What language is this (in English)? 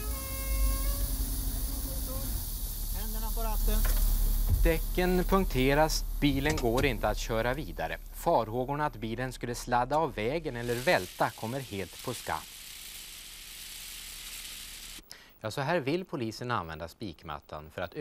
Swedish